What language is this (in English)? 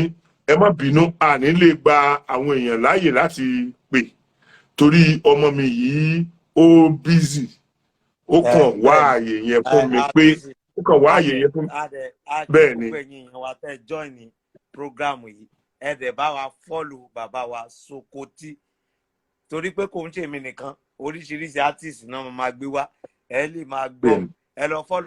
Yoruba